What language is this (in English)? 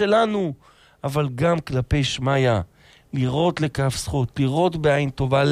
Hebrew